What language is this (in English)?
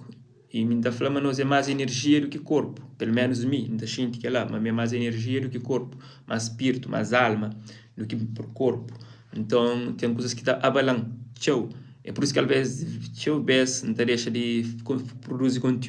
Kabuverdianu